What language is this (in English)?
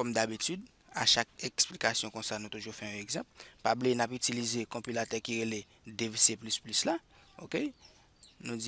Haitian Creole